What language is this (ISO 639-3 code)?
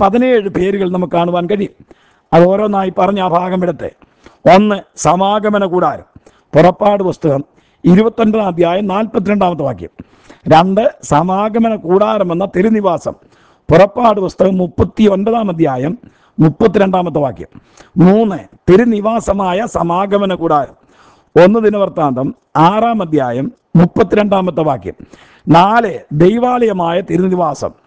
mal